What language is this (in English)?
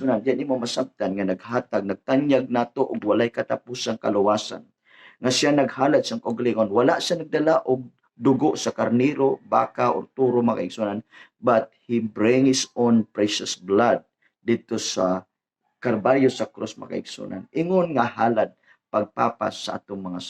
Cebuano